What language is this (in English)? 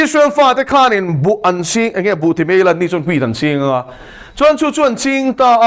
Mizo